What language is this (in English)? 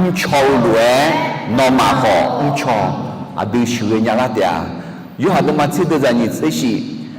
Akha